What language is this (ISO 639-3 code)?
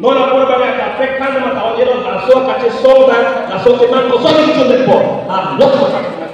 mjw